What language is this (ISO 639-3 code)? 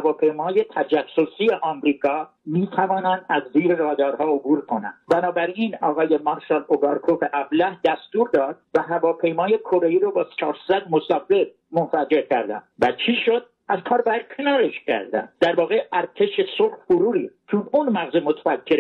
fas